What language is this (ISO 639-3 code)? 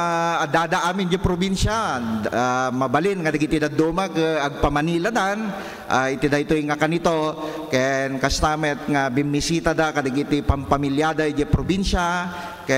ilo